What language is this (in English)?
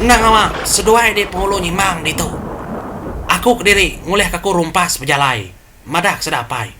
Iban